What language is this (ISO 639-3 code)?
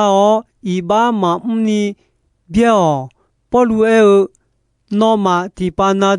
ahk